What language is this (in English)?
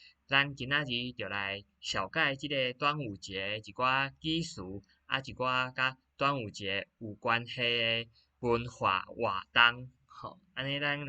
Min Nan Chinese